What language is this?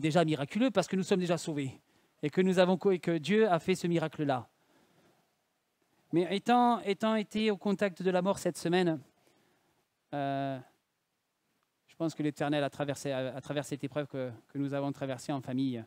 French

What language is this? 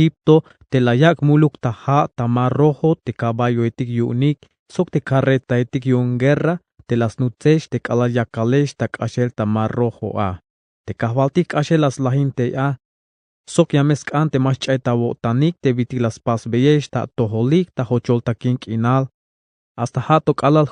Tzeltal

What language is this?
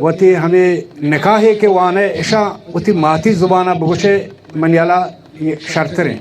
Baluchi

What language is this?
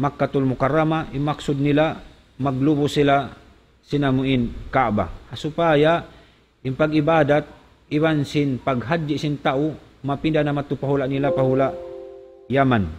Tausug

